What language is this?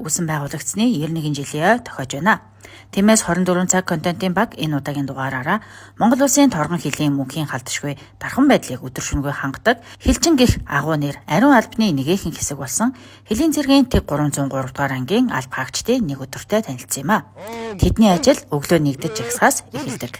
Mongolian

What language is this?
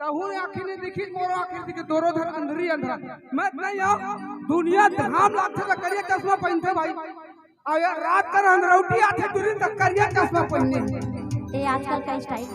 Chhattisgarhi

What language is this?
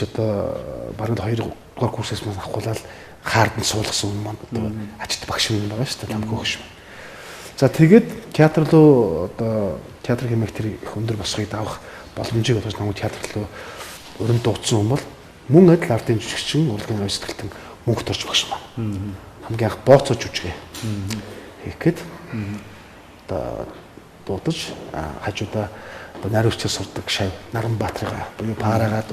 Mongolian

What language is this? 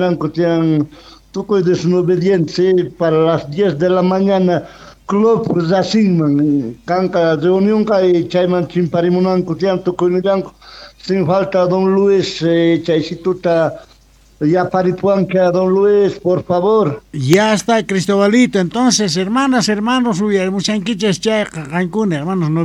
South Bolivian Quechua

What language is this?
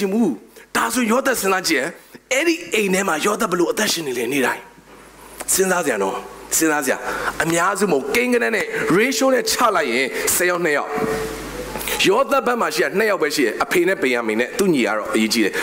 Burmese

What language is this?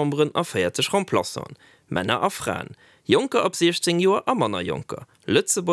Luxembourgish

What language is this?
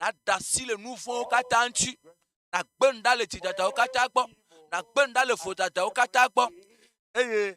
Ewe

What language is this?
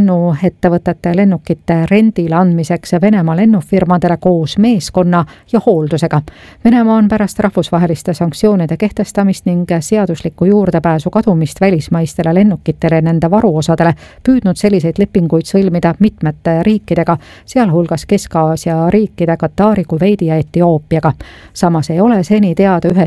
Estonian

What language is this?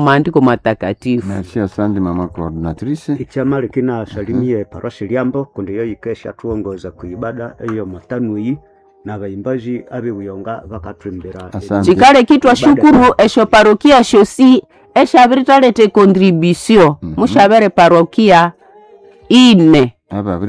Nande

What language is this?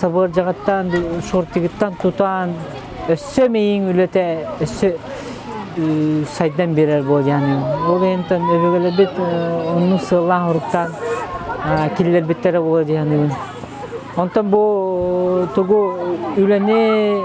Yakut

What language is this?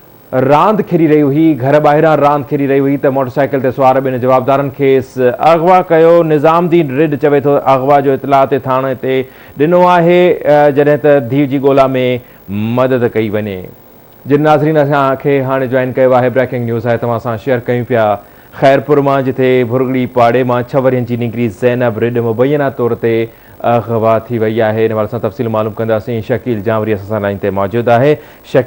Sindhi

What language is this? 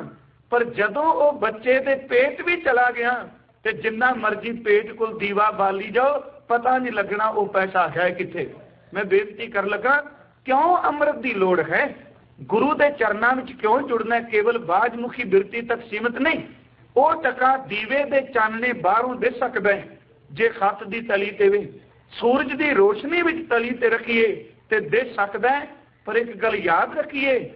Punjabi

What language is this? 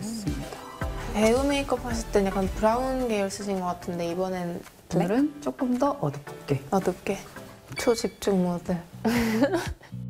Korean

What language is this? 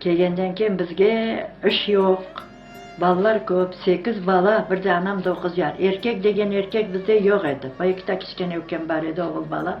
Crimean Tatar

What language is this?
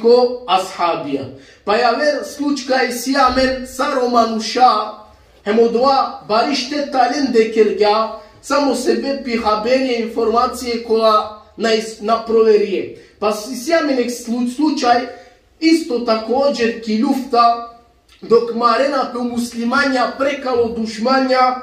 Balkan Romani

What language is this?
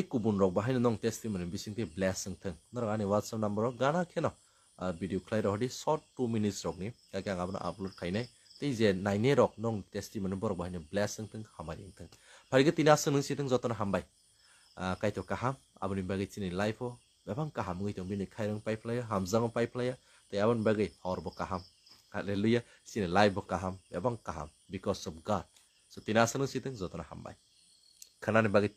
Kok Borok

